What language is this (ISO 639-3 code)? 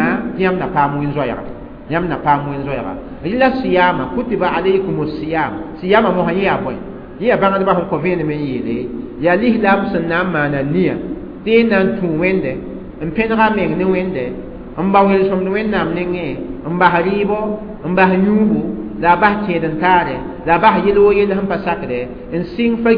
mos